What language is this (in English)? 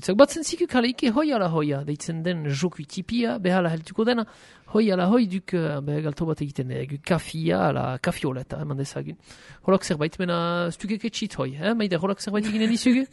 Basque